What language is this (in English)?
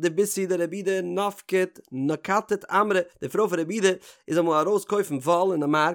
Yiddish